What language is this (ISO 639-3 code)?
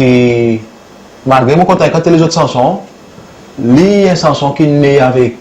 crs